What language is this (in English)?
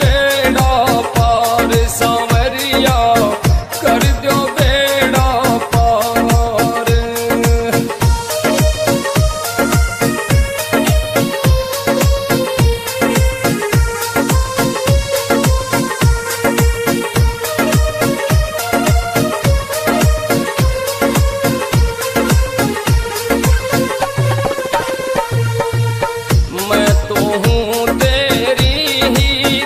Haryanvi